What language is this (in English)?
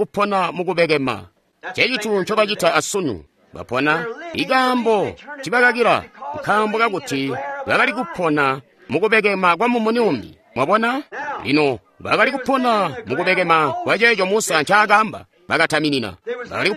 Tonga (Zambia)